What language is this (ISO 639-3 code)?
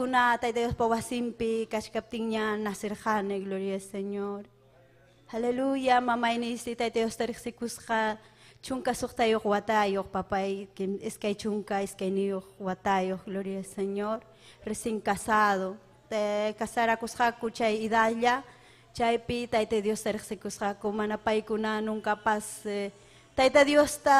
quy